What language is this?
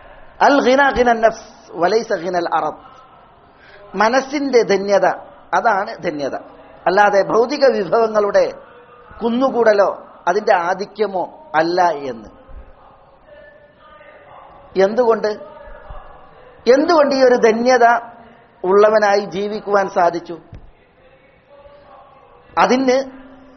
Malayalam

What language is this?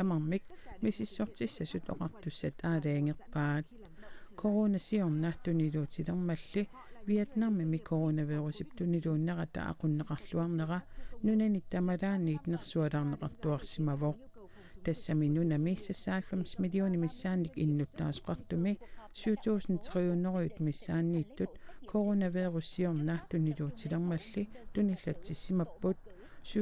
Kalaallisut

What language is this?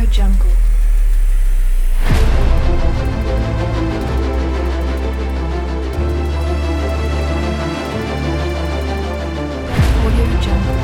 Malay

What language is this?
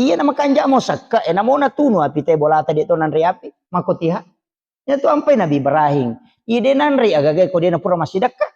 Buginese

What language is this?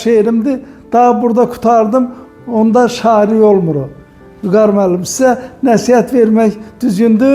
Azerbaijani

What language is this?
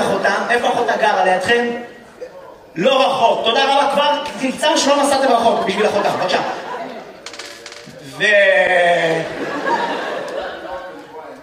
Hebrew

